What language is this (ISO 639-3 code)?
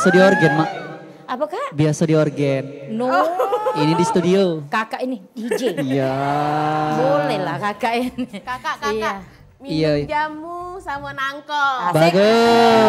mui